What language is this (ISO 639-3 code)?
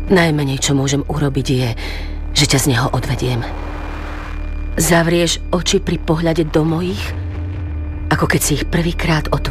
slk